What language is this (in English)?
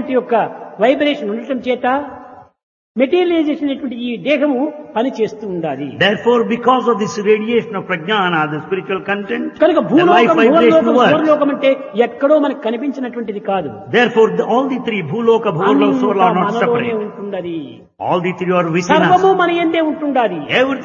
Telugu